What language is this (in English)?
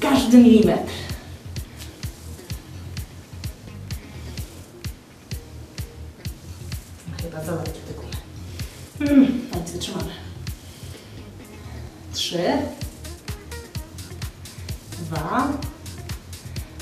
Polish